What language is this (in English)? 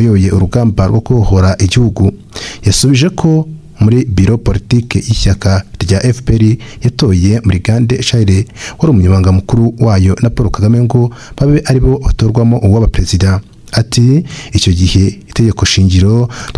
Kinyarwanda